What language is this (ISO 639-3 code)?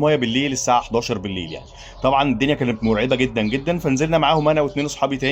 arz